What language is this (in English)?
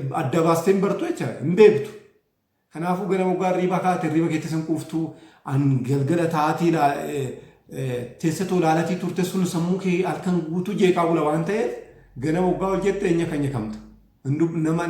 Oromo